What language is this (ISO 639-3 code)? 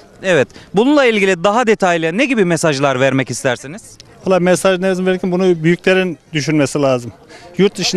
tur